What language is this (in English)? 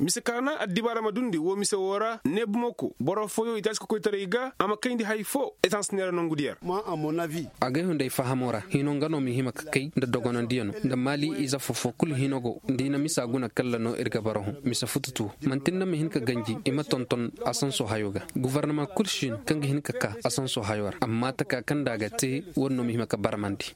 Koyraboro Senni